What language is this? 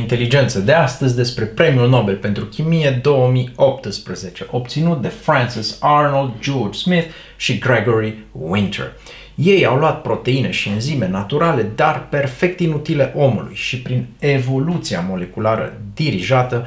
Romanian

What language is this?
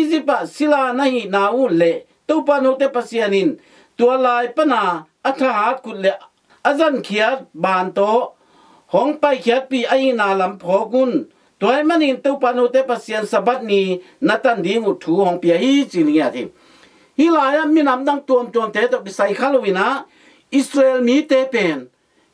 Tedim Chin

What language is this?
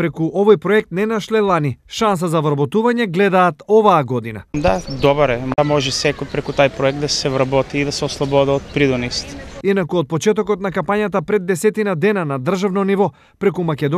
Macedonian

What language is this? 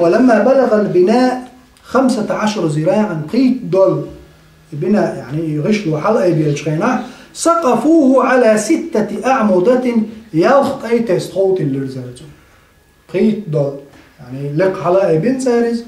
Chechen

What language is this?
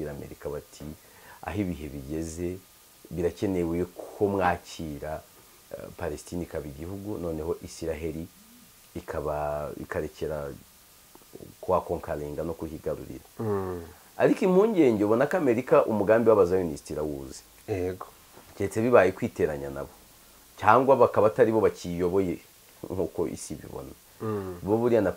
Kinyarwanda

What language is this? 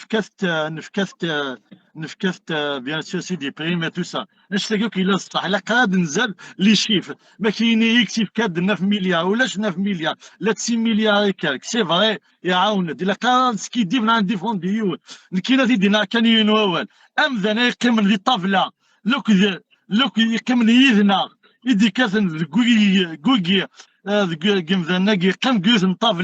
Kabyle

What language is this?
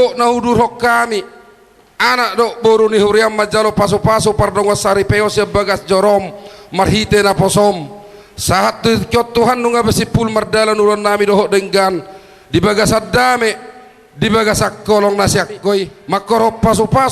Batak Toba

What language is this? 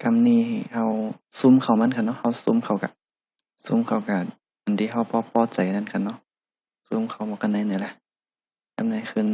Shan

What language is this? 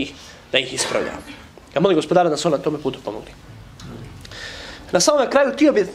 Bosnian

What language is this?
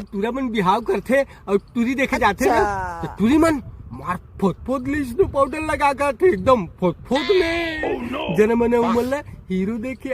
Chhattisgarhi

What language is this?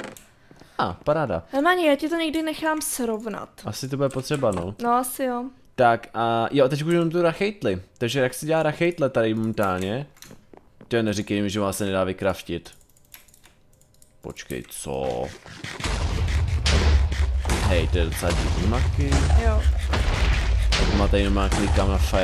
Czech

